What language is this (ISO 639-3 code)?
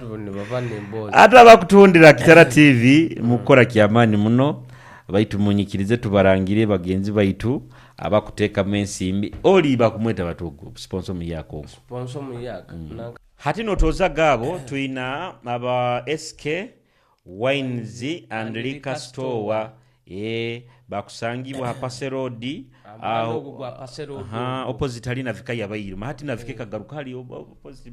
nyo